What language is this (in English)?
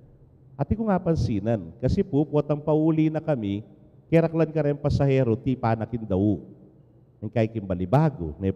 Pampanga